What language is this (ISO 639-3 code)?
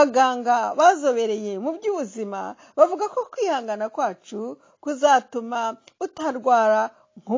kin